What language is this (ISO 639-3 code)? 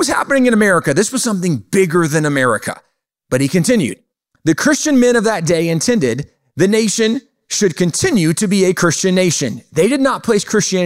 eng